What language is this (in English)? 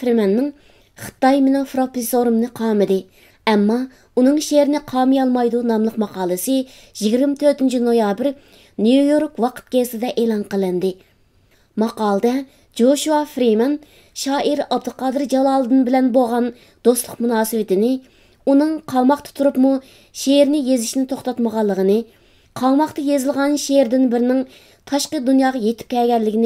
Uyghur